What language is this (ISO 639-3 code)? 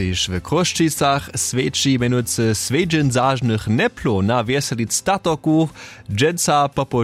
hsb